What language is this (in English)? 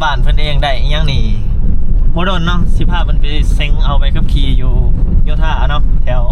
Lao